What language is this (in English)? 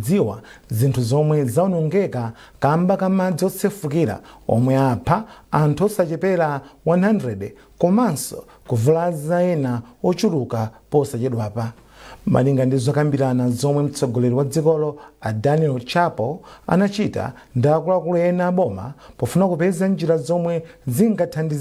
Nyanja